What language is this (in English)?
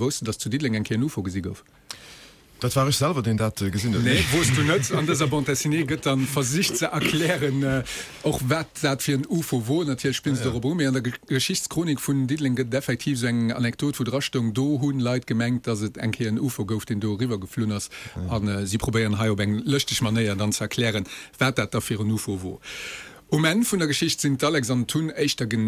Luxembourgish